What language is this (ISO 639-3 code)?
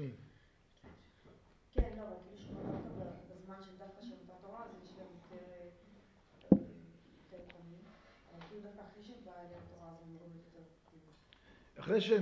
heb